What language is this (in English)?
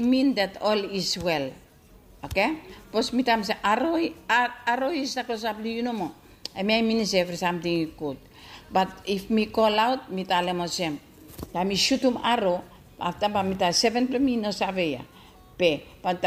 Bislama